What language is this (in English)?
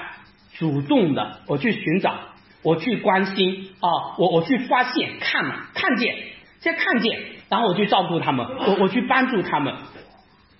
Chinese